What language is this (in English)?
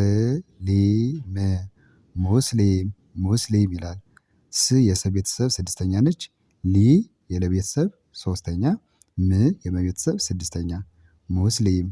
Amharic